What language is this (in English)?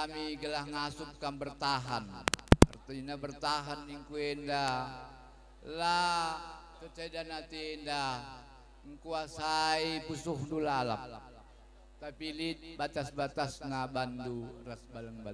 Batak Karo